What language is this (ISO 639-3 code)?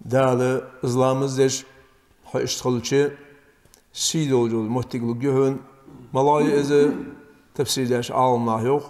inh